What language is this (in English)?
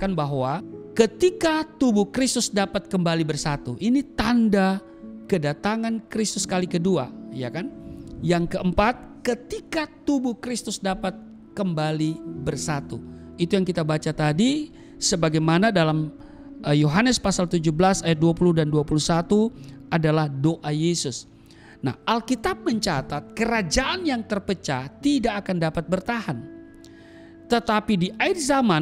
Indonesian